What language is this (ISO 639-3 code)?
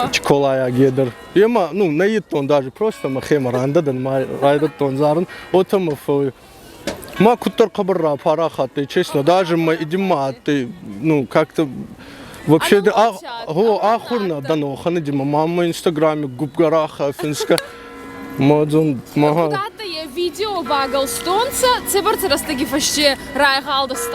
oss